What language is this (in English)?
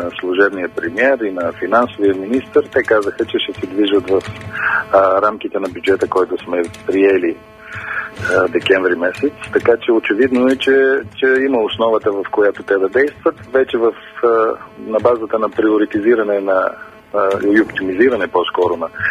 Bulgarian